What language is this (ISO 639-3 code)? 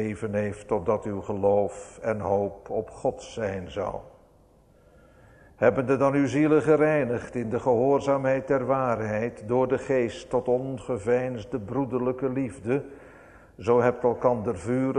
nld